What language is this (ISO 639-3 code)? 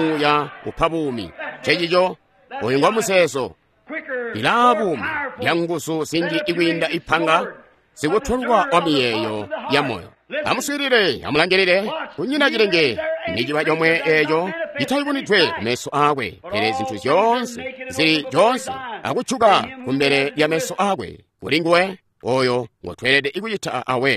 toi